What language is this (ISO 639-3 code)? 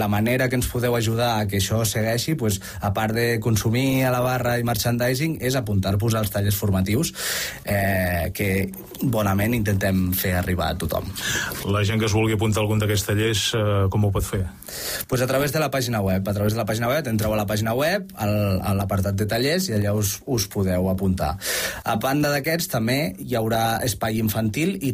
cat